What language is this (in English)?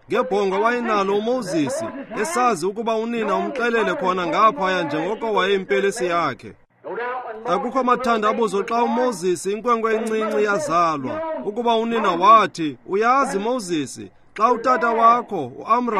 Xhosa